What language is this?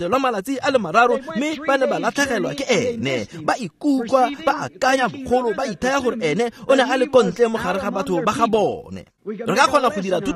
Tswana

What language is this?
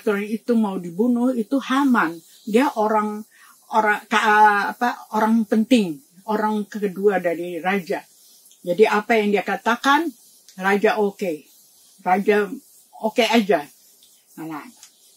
Indonesian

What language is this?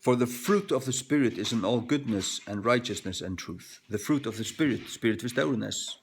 Faroese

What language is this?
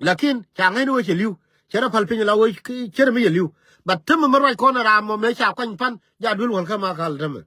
Nuer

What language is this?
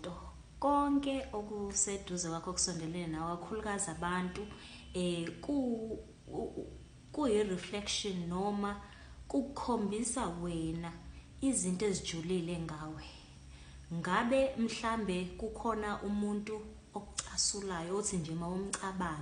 Zulu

